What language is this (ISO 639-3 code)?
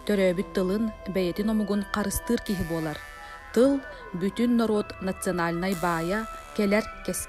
sah